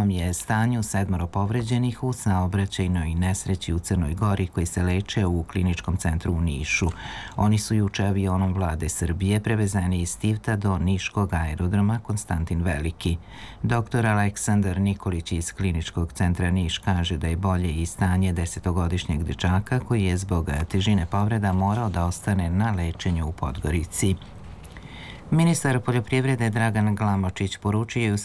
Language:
Serbian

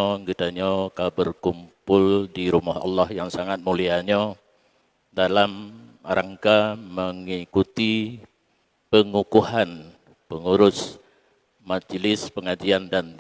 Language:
Achinese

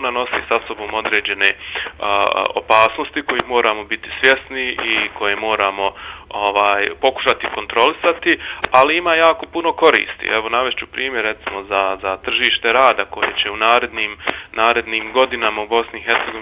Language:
Bosnian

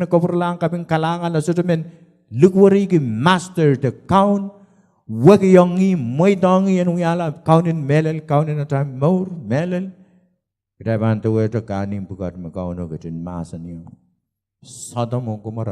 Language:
Pohnpeian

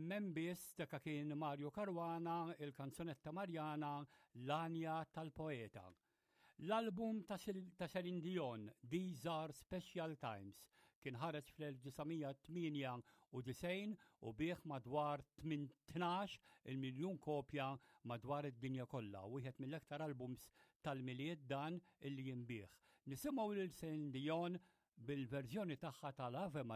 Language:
Maltese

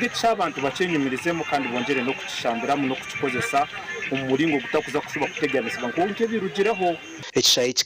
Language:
Nyankole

